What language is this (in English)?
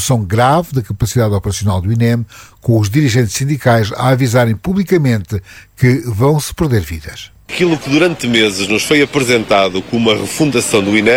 Portuguese